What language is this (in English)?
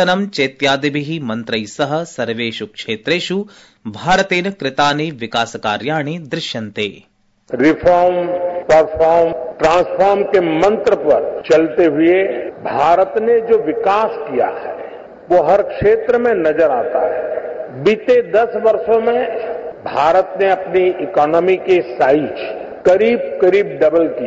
Sanskrit